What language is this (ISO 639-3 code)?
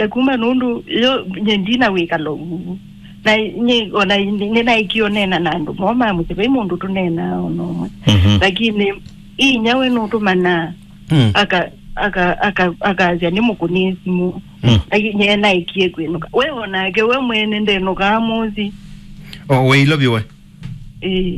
kam